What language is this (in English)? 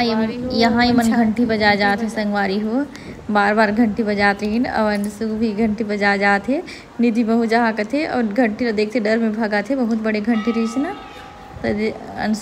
Chhattisgarhi